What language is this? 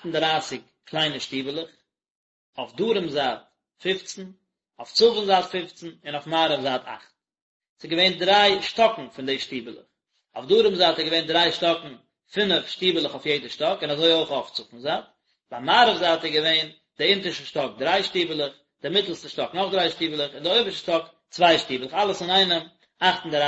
Yiddish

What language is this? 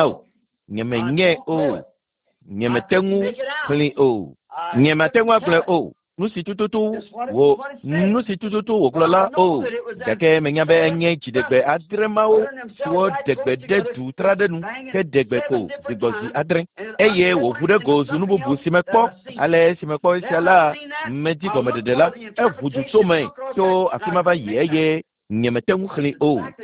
Ewe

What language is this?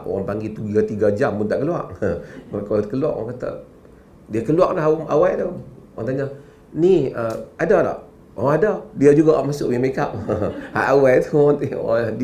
Malay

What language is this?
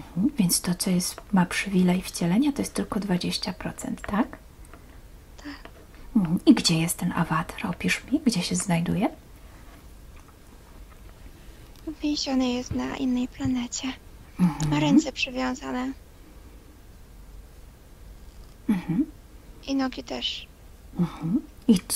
Polish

